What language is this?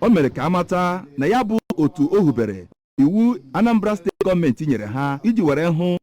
Igbo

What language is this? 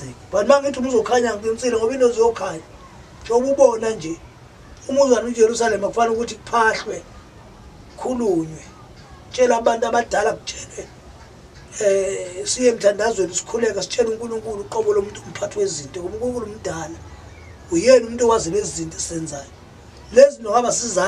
Zulu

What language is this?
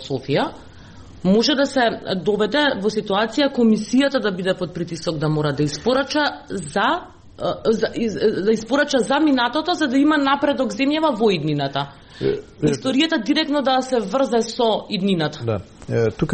Macedonian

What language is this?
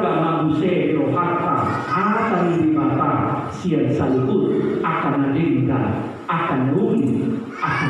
Batak Toba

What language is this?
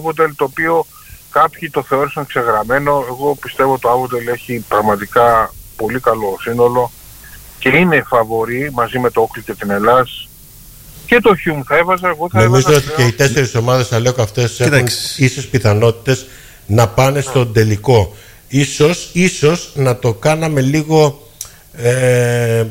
Greek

